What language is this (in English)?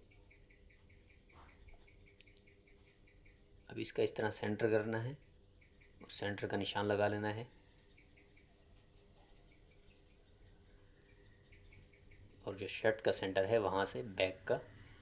Hindi